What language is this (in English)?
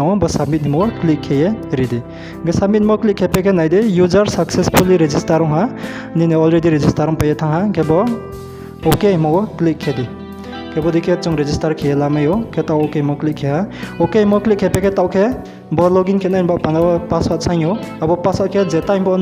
Riang (India)